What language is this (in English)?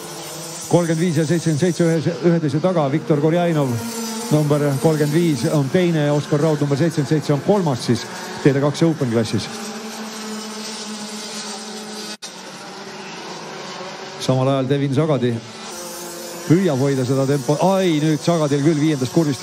Estonian